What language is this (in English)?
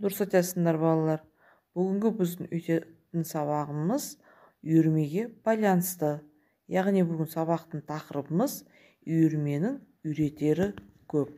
Kazakh